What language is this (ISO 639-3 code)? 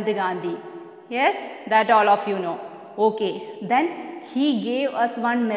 eng